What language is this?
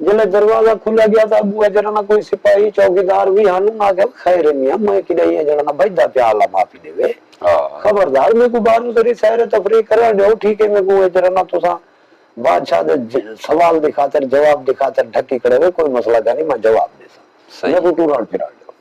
Saraiki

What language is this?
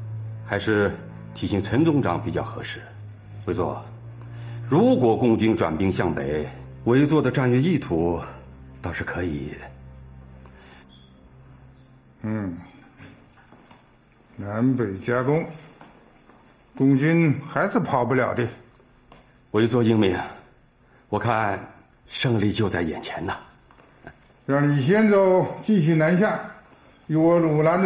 Chinese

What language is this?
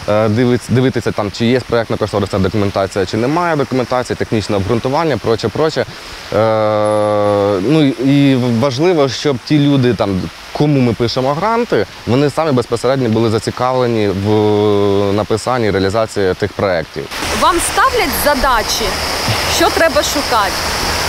Ukrainian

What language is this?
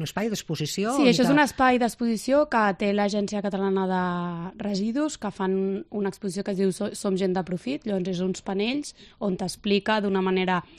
Catalan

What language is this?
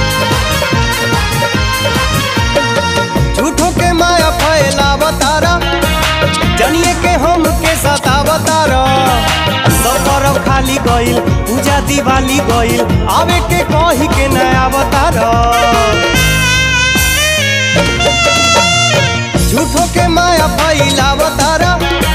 Bhojpuri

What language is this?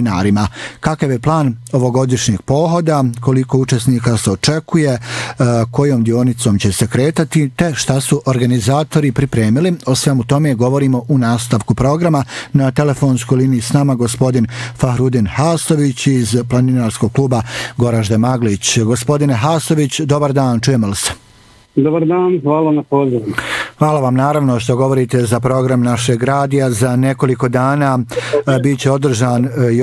Bosnian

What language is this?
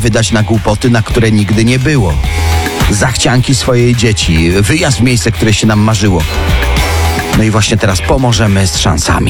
Polish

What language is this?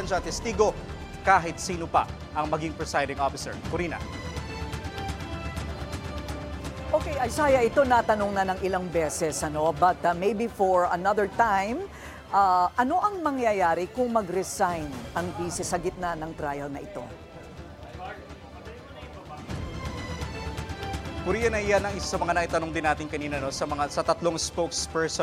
Filipino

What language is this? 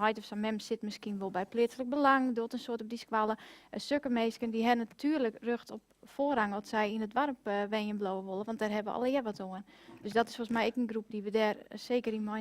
Western Frisian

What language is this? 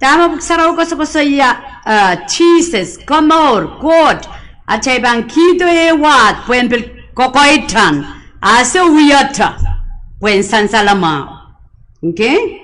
Pohnpeian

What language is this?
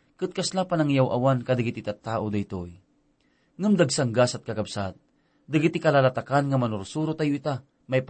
Iloko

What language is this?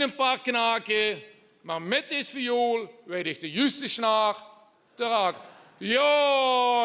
Limburgish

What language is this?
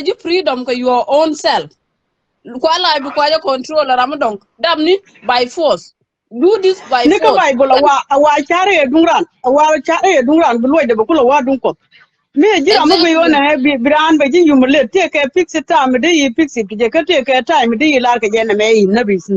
Nuer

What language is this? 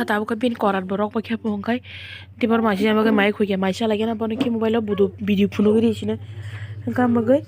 Kok Borok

